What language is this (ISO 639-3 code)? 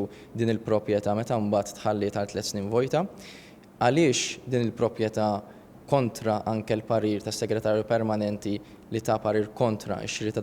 mlt